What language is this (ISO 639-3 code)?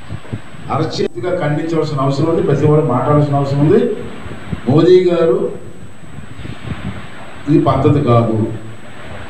tel